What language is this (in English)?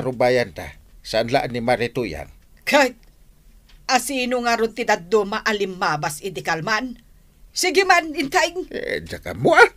Iloko